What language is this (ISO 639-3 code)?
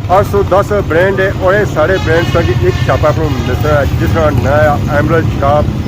phr